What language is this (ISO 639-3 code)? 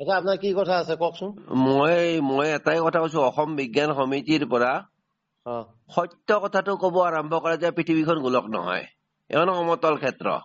asm